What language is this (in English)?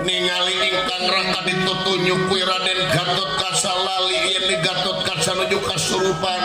Sundanese